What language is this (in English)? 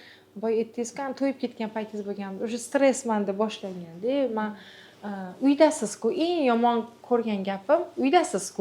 Uzbek